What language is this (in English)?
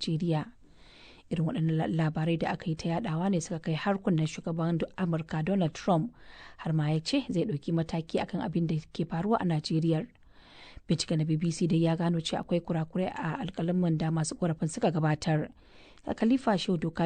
Hausa